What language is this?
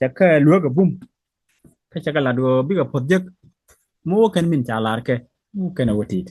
Nuer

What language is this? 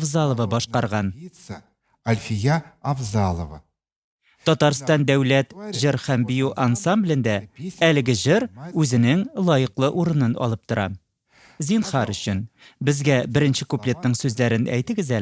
Tatar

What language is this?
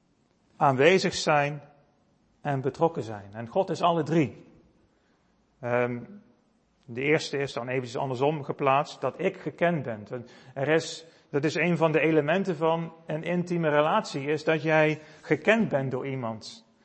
Dutch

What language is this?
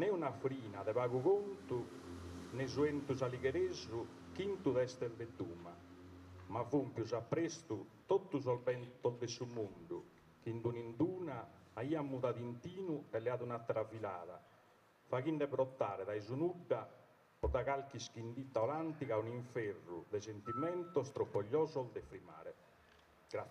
Sardinian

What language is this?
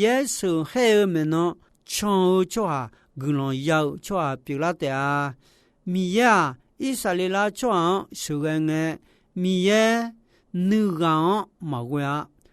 Akha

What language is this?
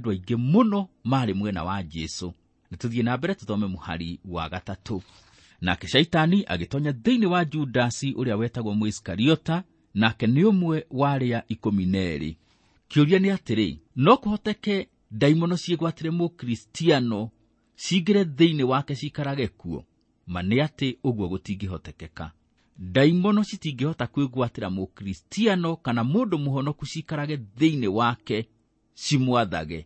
Kikuyu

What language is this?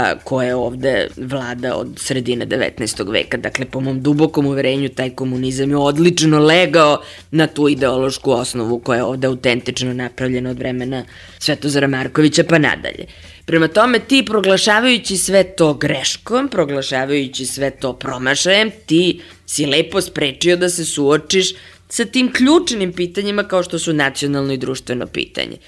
Serbian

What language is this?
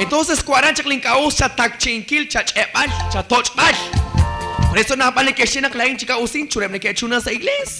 Kekchí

